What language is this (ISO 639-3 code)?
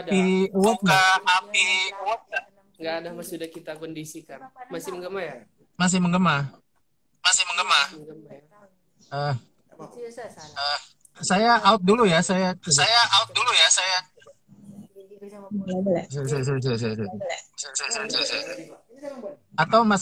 ind